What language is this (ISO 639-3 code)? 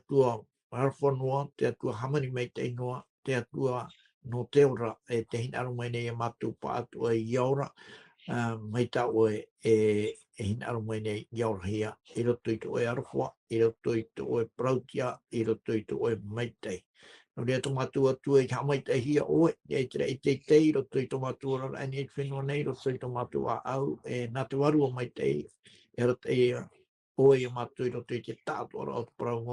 tah